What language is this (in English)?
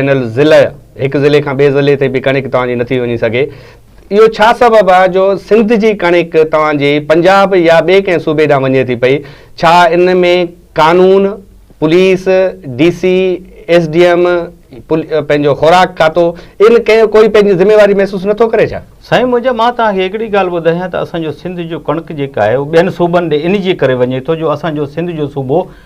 Sindhi